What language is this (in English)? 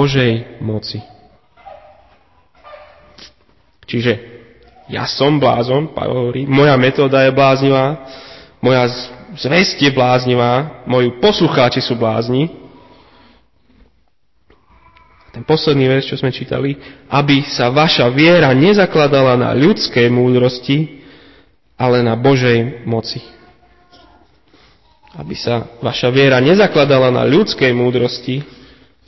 Slovak